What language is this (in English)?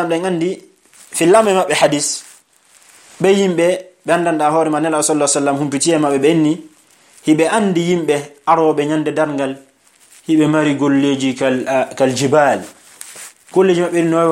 Fula